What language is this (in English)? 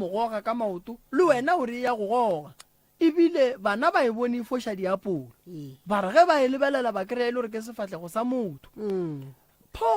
Northern Sotho